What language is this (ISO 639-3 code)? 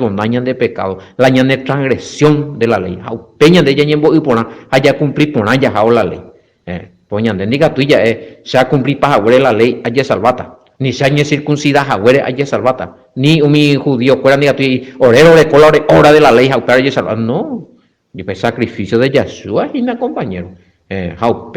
grn